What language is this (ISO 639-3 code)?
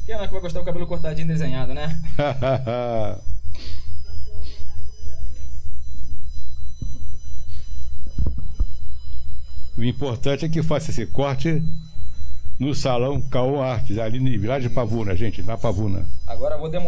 por